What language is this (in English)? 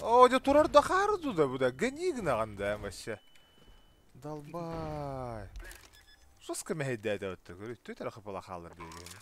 Yakut